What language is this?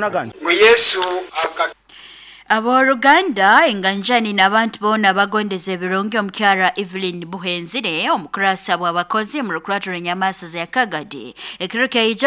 Nyoro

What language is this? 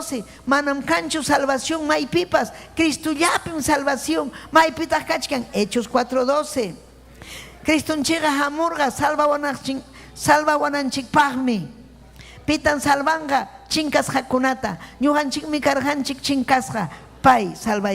Ayacucho Quechua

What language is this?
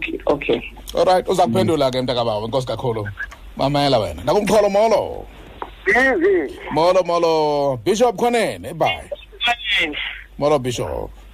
Xhosa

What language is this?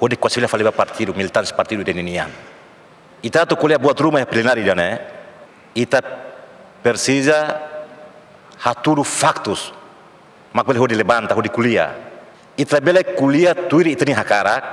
Tetum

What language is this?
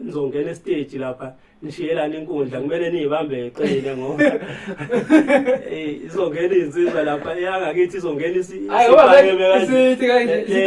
Zulu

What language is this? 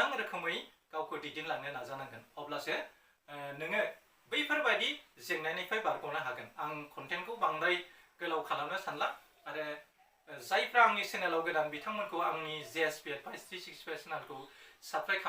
Bodo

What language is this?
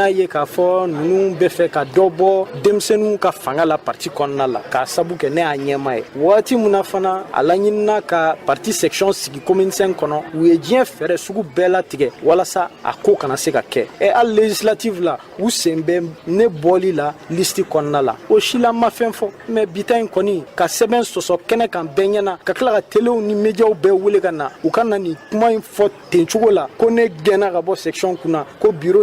Bambara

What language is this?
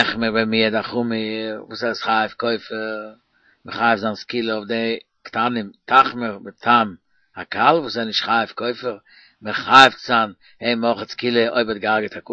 Yiddish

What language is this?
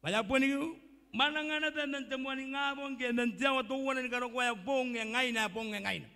Gilbertese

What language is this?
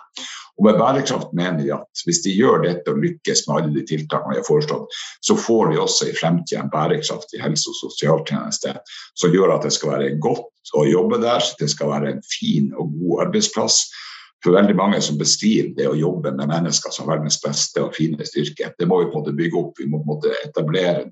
Norwegian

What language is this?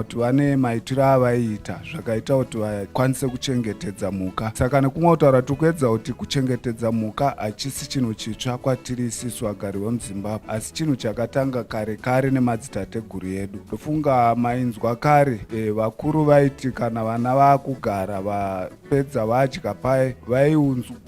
Shona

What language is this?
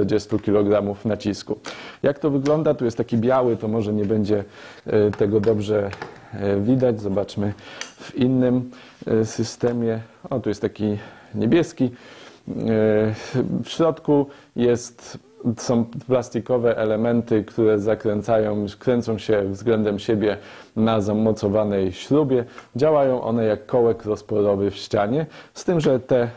Polish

